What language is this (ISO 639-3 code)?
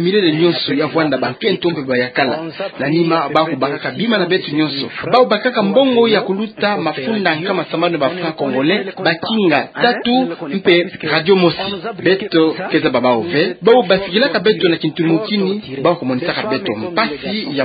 ktu